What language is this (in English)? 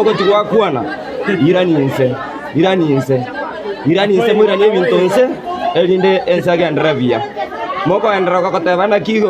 Gusii